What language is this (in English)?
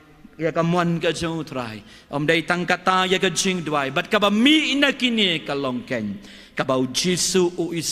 Khasi